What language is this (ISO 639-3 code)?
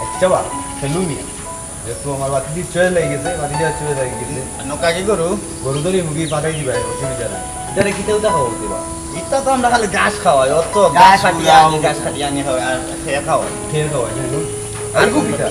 syl